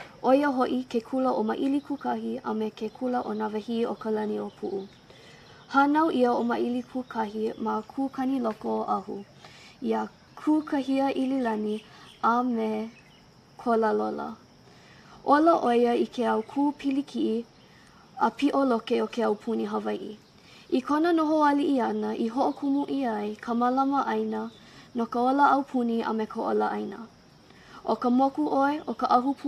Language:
Hawaiian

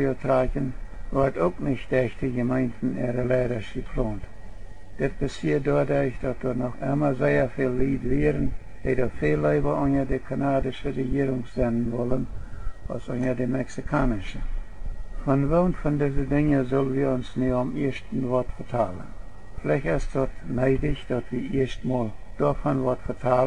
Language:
Plautdietsch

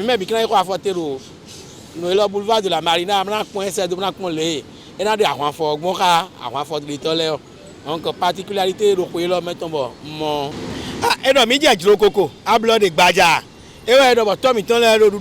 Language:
Fon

